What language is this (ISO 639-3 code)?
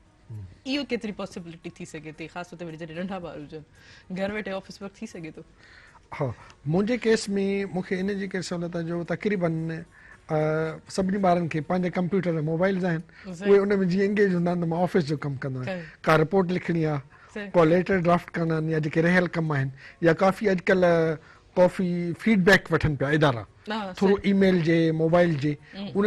snd